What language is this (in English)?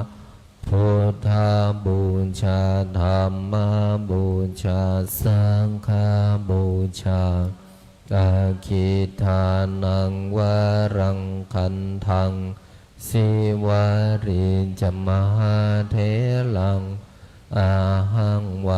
Pali